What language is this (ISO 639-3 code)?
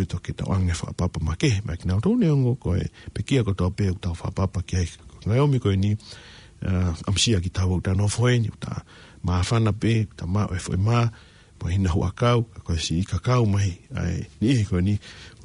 ton